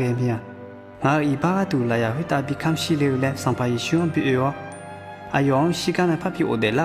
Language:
Akha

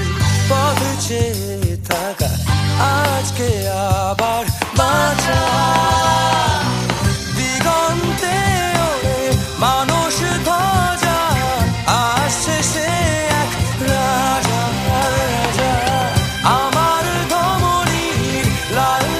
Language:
Bangla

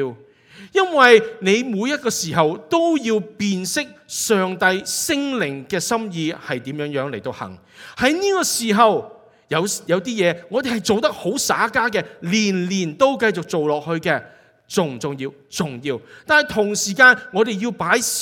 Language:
Cantonese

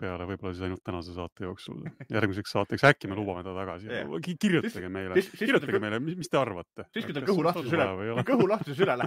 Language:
Estonian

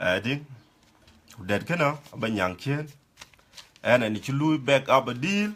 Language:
Dinka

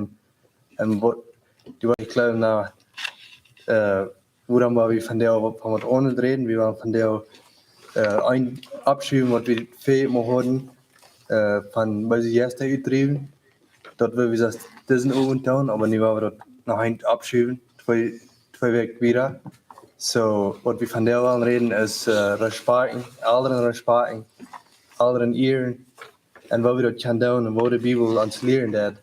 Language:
Plautdietsch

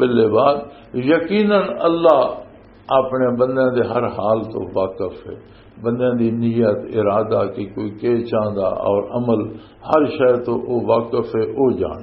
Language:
Western Panjabi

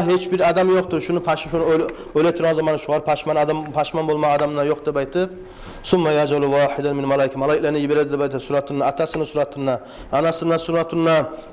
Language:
Kumyk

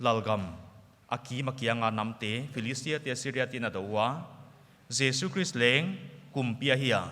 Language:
Paite Chin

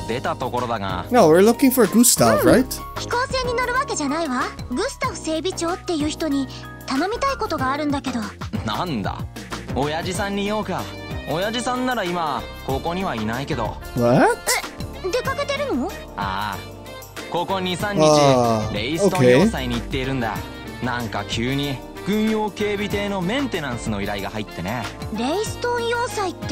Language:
Japanese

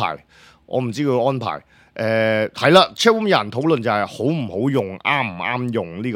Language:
Cantonese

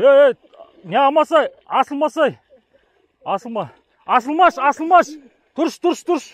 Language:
Kazakh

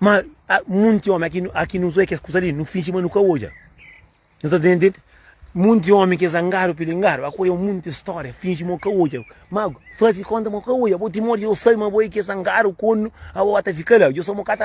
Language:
Kabuverdianu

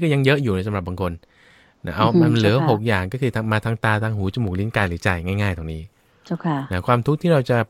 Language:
Thai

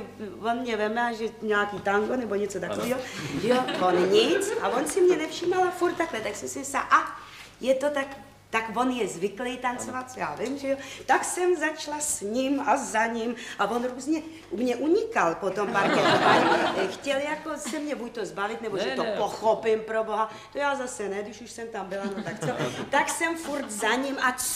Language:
Czech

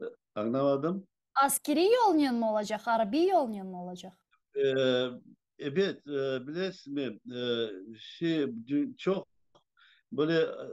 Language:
Crimean Tatar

